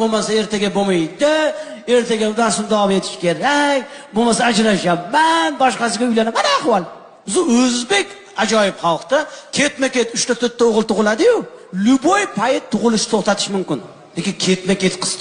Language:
Uzbek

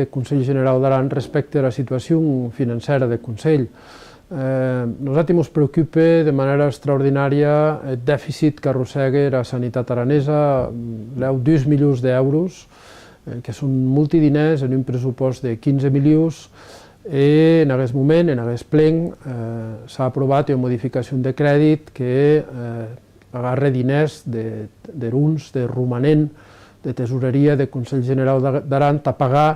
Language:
Occitan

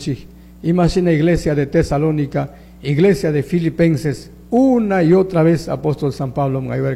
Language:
Chimborazo Highland Quichua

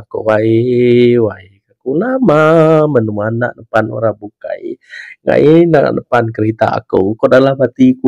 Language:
Iban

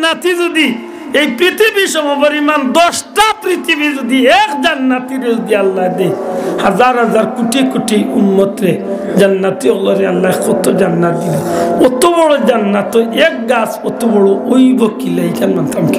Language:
Sylheti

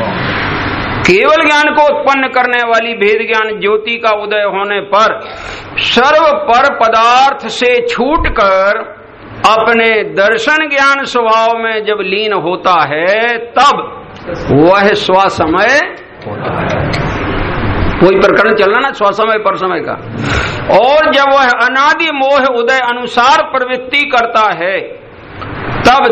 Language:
Hindi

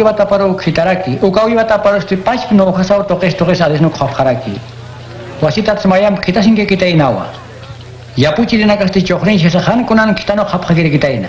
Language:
Aymara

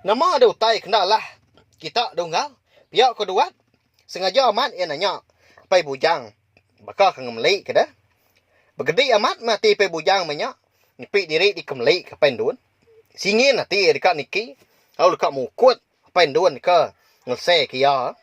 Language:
Iban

